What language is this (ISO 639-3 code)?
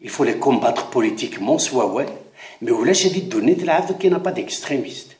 kab